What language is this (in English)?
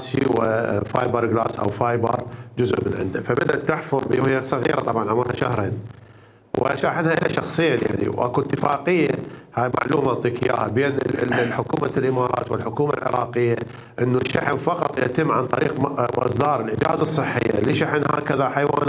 Mesopotamian Arabic